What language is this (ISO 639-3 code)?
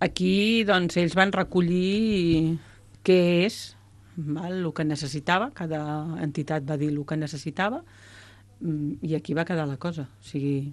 cat